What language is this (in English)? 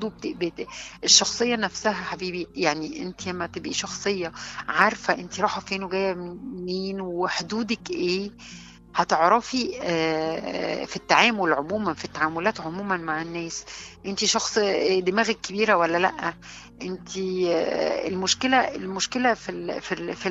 Egyptian Arabic